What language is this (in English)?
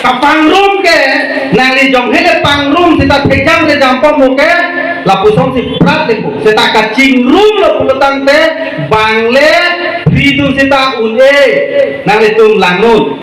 Karbi